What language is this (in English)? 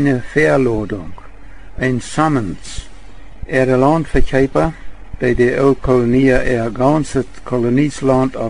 Plautdietsch